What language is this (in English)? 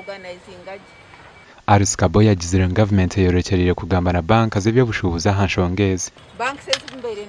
Nyankole